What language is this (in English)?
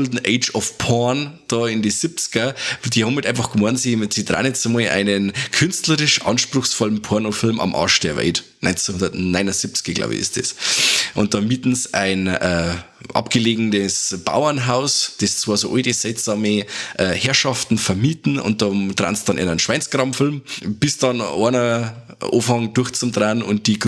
Bavarian